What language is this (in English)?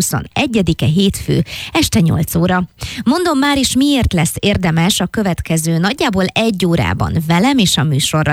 Hungarian